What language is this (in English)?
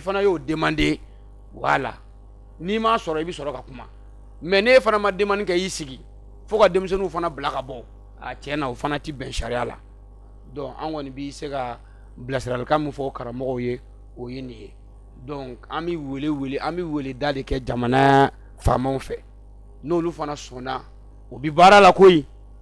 Bambara